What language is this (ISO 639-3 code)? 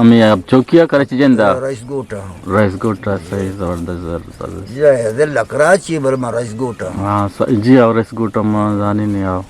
bgp